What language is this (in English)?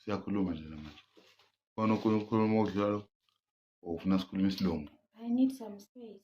Zulu